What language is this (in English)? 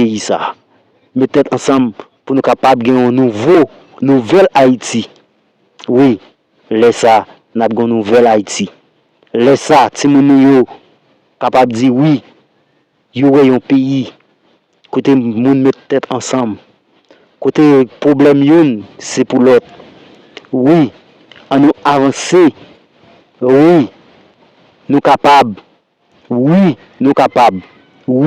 Haitian Creole